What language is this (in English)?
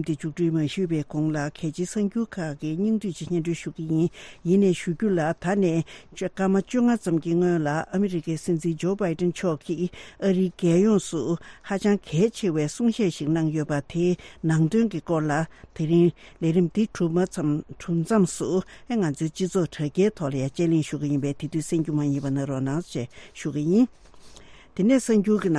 Tibetan